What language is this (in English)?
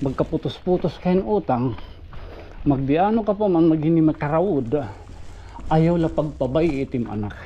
Waray